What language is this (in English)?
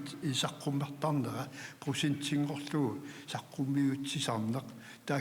Kalaallisut